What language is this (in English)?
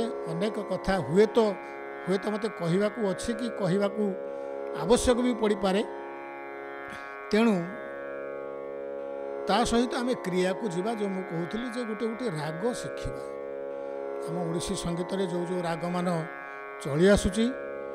Odia